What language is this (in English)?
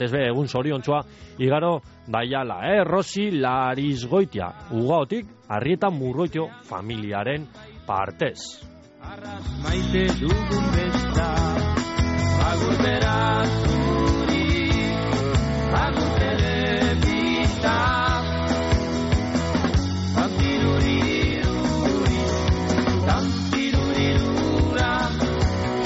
Basque